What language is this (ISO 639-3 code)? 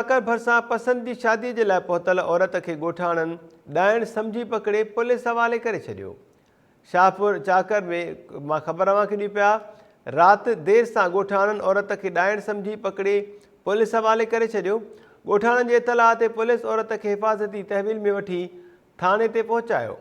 snd